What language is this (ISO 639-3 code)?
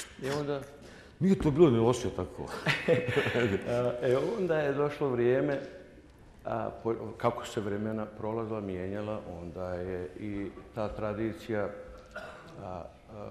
bos